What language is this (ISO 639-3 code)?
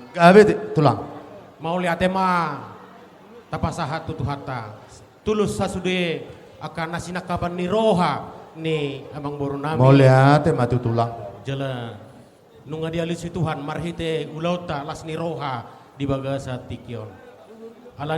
bbc